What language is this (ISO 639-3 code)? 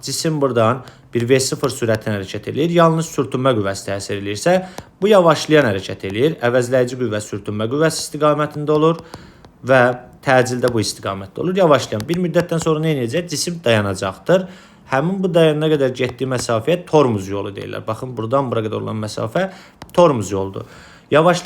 aze